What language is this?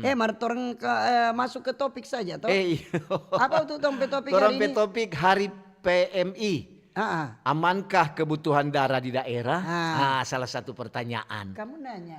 Manado Malay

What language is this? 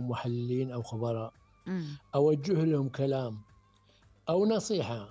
Mesopotamian Arabic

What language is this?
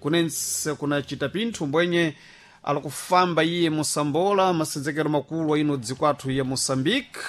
Sena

